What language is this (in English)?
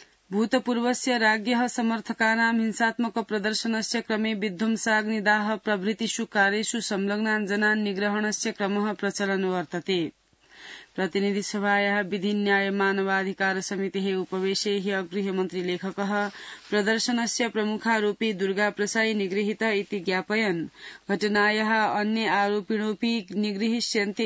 Sanskrit